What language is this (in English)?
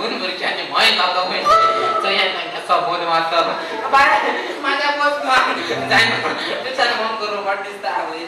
Konkani